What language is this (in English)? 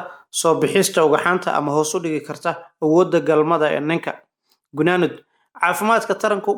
Somali